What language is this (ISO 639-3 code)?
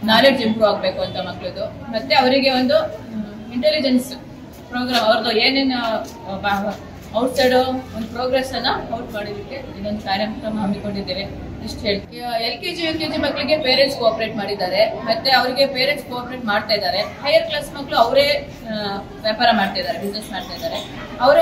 kan